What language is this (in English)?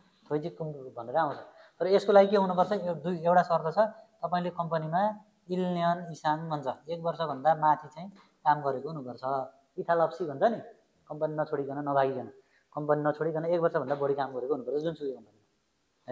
Nepali